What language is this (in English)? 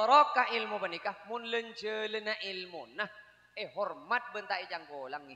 Madurese